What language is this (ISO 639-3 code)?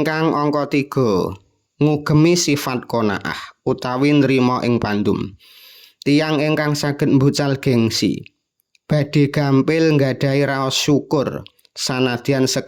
jav